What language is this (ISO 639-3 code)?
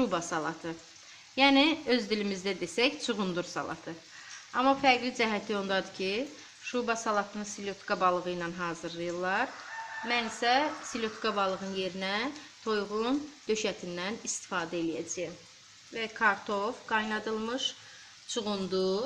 aze